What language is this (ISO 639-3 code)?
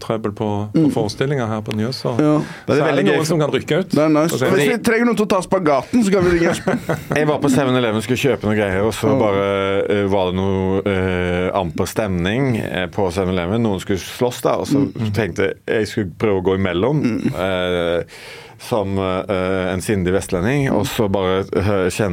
nor